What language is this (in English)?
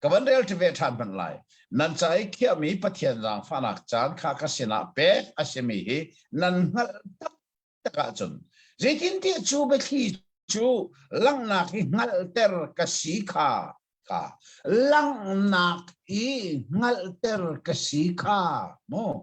Hakha Chin